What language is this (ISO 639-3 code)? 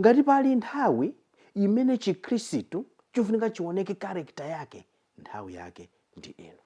nya